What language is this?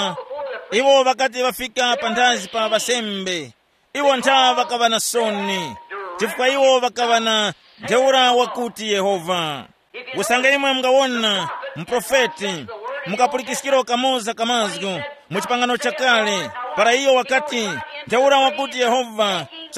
Tumbuka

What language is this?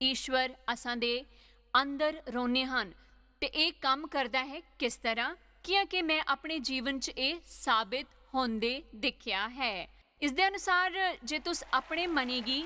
Dogri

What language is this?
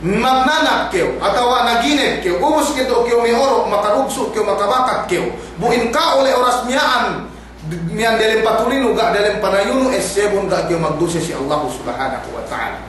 Yakan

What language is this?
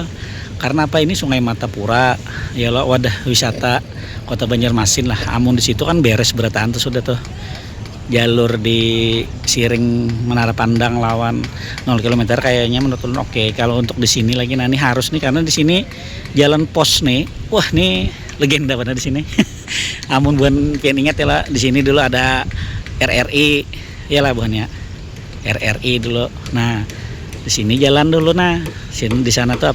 Banjar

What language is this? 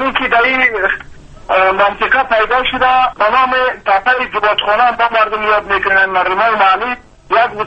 Persian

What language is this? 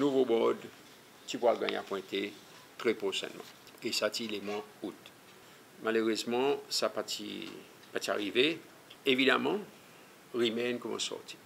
Seselwa Creole French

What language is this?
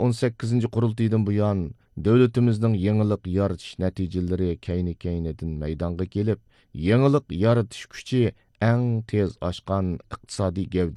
Uyghur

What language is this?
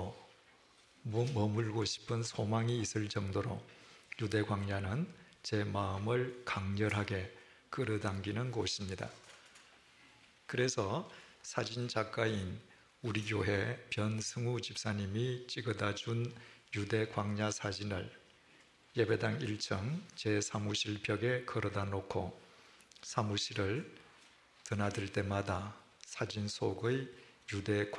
Korean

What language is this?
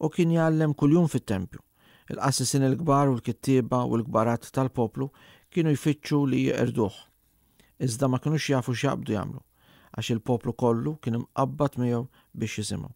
Maltese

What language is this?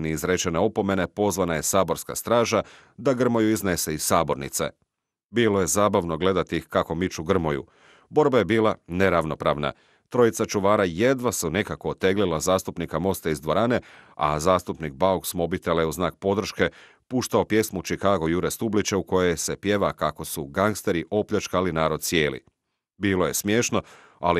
Croatian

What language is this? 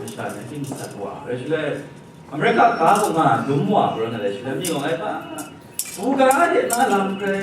Kachin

